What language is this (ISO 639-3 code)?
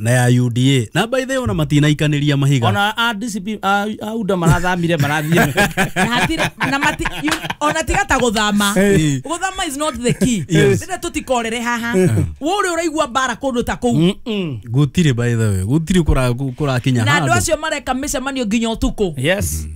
kik